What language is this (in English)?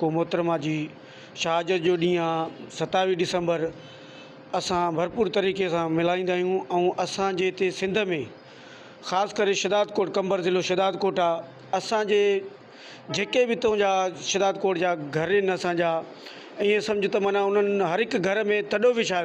Sindhi